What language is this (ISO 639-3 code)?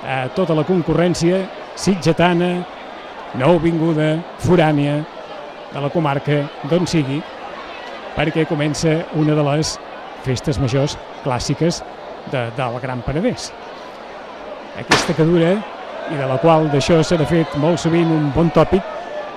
cat